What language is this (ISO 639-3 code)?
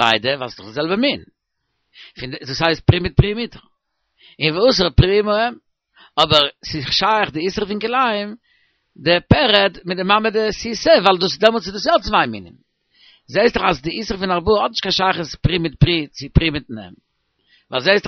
yid